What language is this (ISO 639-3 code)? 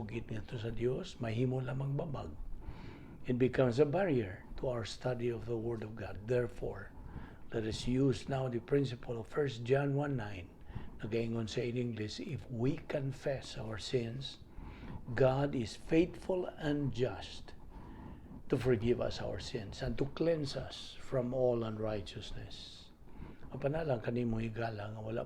ceb